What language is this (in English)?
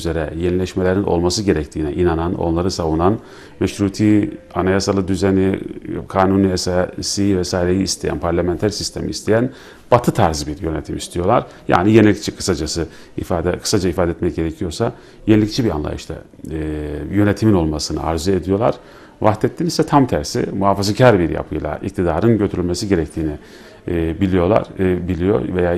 Turkish